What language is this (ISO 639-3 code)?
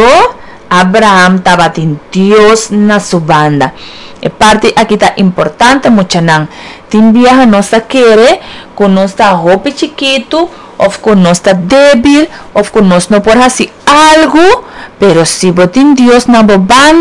pap